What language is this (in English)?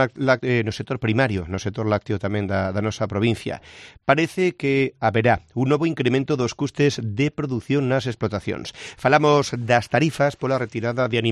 Galician